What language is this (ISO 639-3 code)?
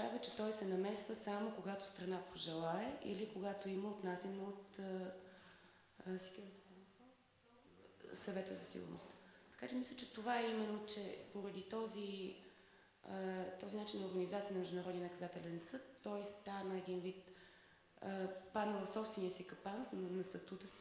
bul